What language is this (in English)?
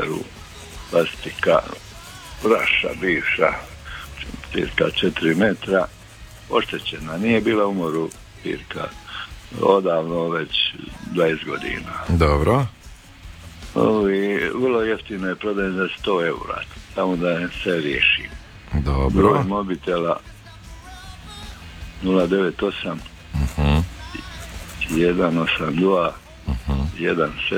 Croatian